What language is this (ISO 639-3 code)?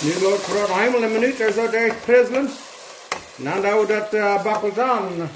pdt